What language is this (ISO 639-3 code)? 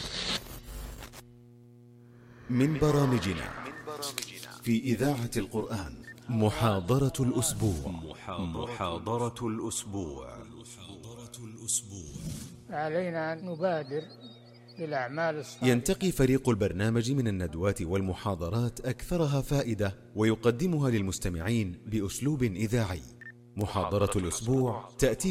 ara